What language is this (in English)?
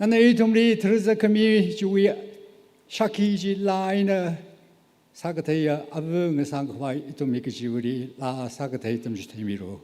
Tangkhul Naga (India)